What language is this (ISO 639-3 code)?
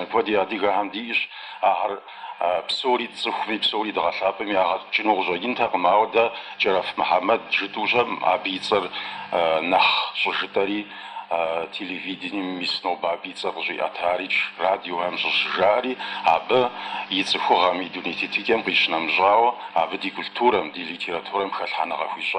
kbd